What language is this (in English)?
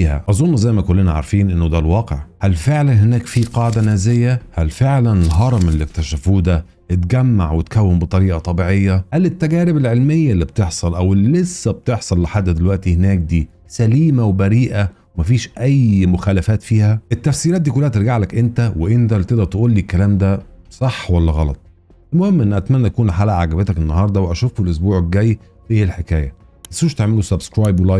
Egyptian Arabic